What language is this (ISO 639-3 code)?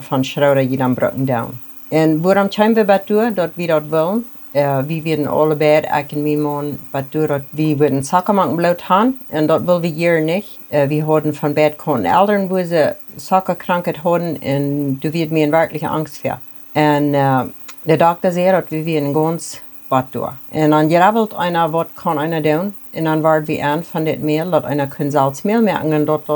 pdt